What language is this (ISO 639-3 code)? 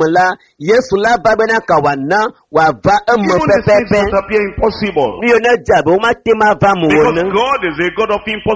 ewe